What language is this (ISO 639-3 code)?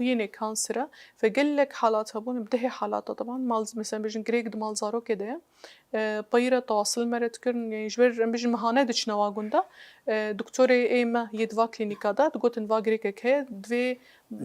kur